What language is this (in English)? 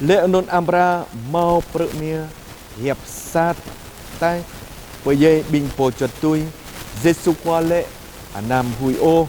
Jarai